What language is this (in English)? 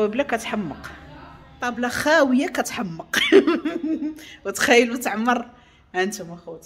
Moroccan Arabic